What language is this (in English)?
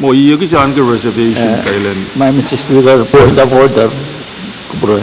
Pohnpeian